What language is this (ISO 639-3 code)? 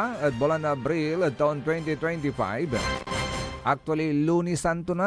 pag